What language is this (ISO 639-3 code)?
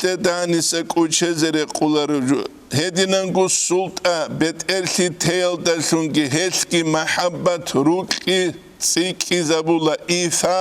ava